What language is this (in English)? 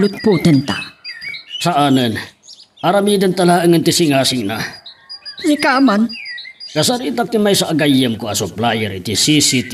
Iloko